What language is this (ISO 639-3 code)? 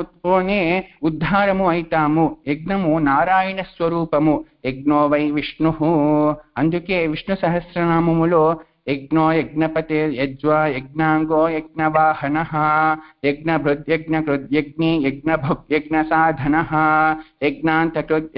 tel